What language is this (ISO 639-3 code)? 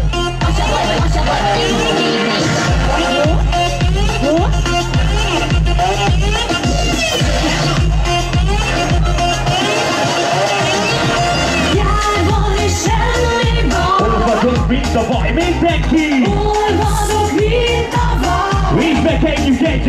hun